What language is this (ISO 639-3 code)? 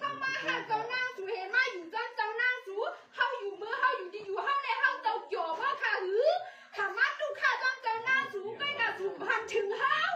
shn